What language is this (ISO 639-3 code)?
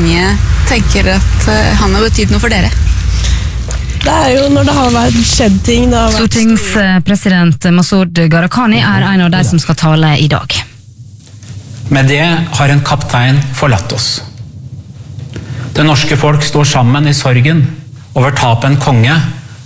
nor